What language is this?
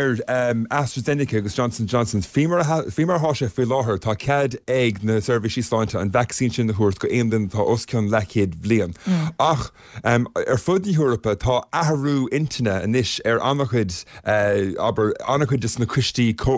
Irish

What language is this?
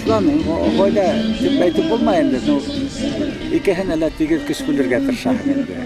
Bashkir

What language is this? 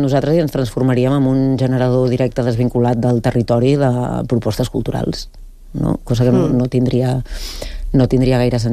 Catalan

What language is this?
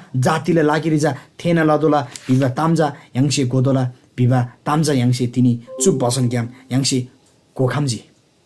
Eastern Tamang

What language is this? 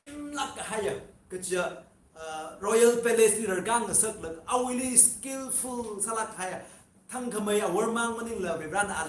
Tangkhul Naga (India)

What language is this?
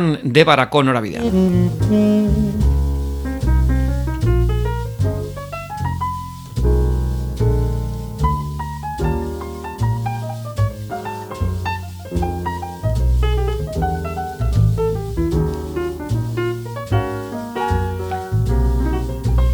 Basque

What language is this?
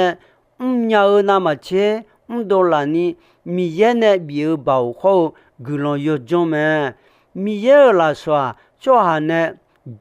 Akha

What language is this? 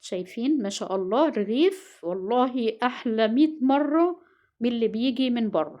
Egyptian Arabic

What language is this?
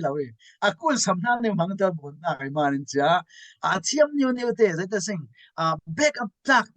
Falam Chin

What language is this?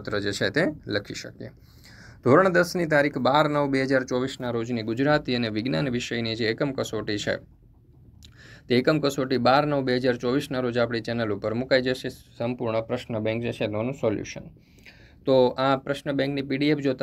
Gujarati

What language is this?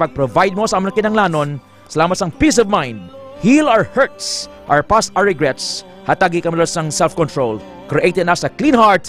Hiligaynon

